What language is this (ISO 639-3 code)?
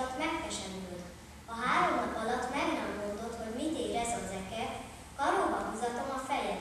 hun